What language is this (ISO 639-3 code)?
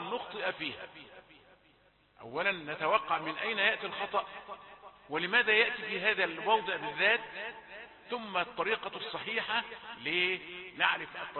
ara